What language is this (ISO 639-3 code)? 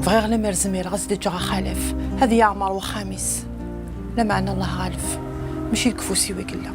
kab